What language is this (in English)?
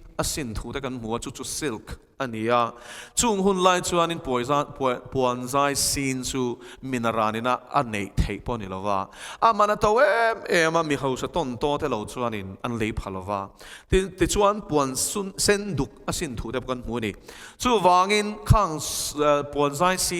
Mizo